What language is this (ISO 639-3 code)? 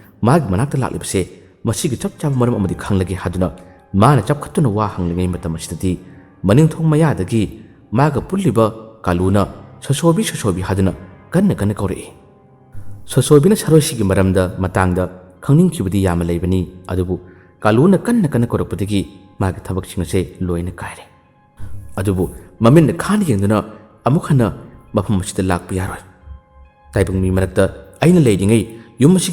mni